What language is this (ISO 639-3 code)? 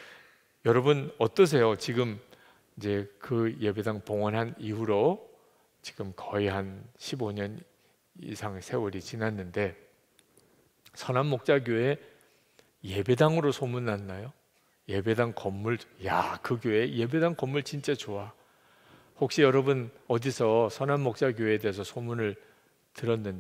kor